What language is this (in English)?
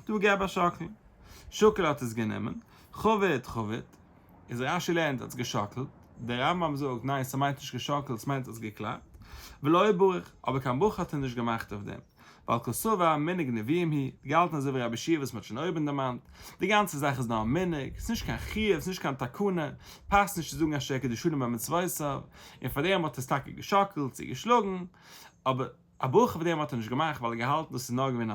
Yiddish